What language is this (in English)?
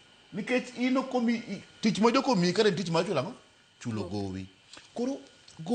Luo (Kenya and Tanzania)